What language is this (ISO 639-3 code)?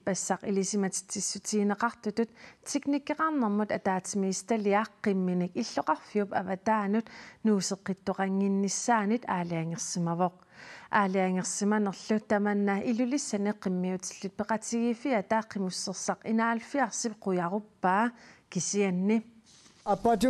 kal